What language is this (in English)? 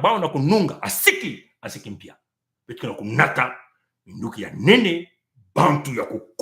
Kituba (Congo)